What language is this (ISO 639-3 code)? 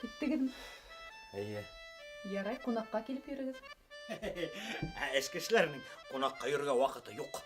bak